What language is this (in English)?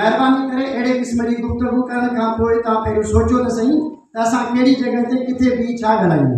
Sindhi